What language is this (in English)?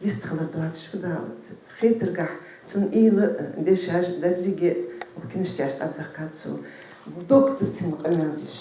Ingush